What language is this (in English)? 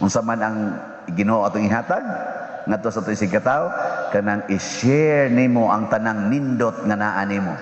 Cebuano